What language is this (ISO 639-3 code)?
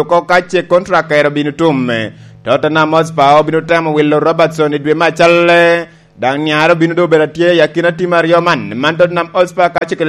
laj